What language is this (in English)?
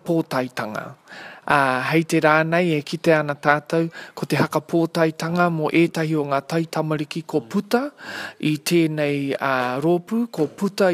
Māori